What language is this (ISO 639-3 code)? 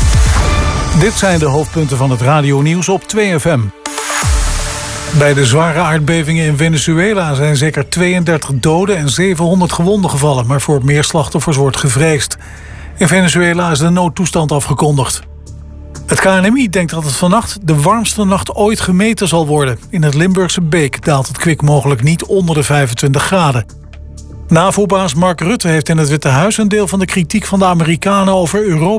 nld